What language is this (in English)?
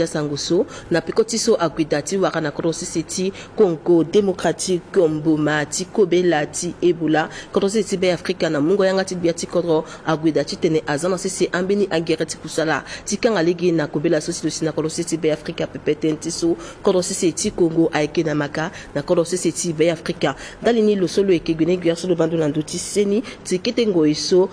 Sango